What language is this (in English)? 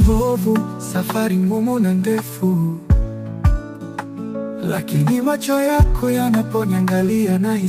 Swahili